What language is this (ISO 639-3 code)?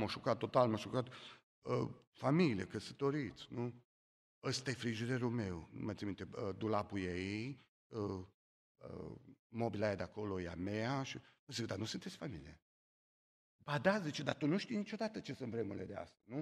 ron